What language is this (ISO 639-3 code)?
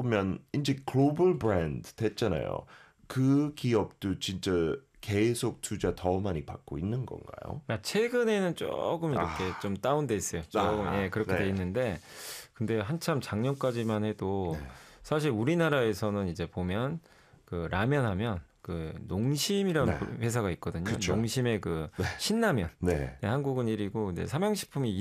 kor